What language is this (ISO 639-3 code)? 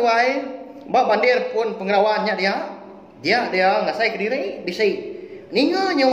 iba